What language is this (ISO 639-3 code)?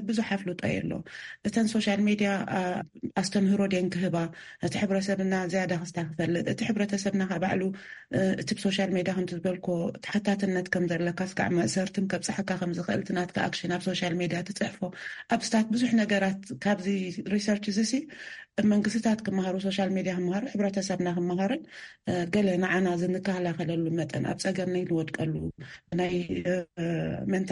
tir